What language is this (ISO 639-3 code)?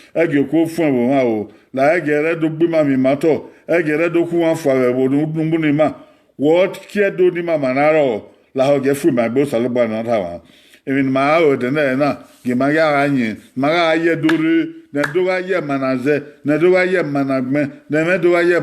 bin